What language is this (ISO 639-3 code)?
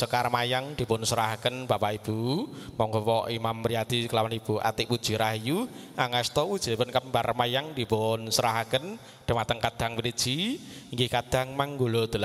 jav